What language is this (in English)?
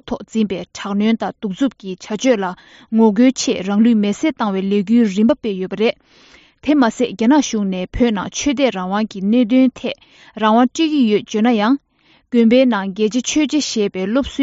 Tibetan